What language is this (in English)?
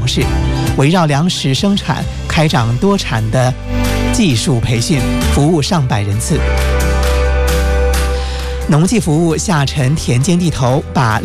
Chinese